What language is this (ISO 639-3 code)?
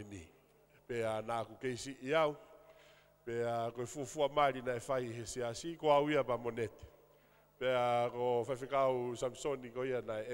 ton